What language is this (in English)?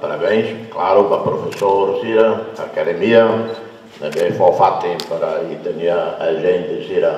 Tetum